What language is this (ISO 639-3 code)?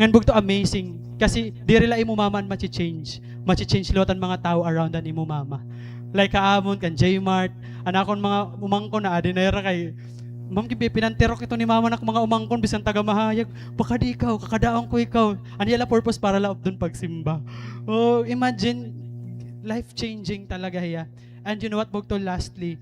war